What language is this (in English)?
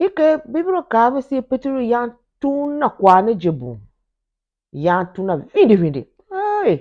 Tiv